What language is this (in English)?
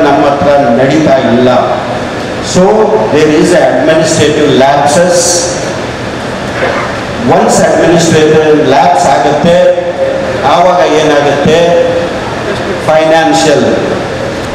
Kannada